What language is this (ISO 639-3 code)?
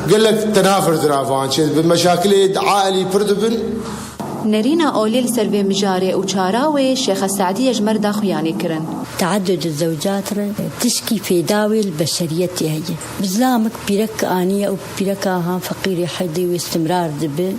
kur